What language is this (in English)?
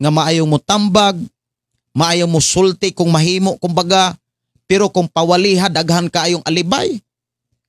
Cebuano